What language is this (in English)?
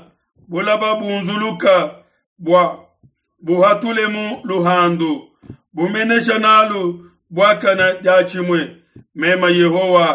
Luba-Lulua